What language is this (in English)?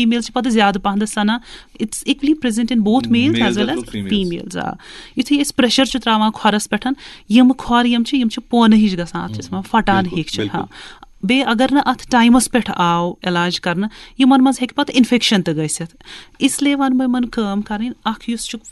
Kashmiri